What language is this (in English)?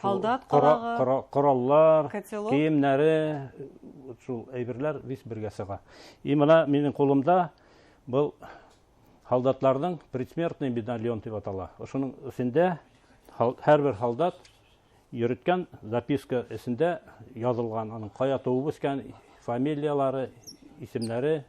Bashkir